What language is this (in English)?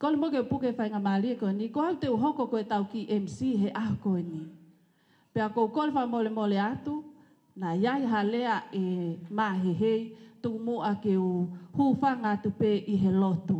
Tongan